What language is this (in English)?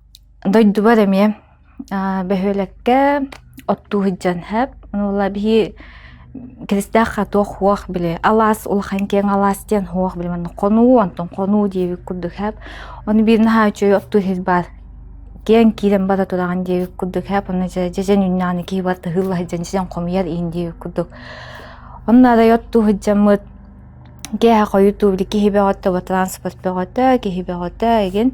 Yakut